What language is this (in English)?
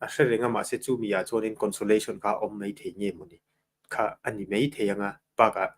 Mizo